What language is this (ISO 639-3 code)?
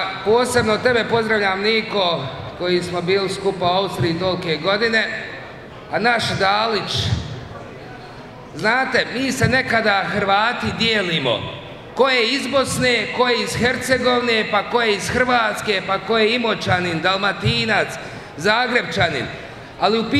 hrv